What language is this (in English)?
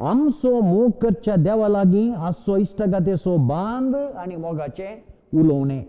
Konkani